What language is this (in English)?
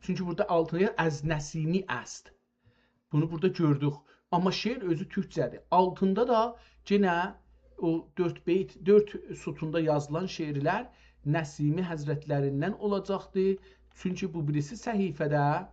South Azerbaijani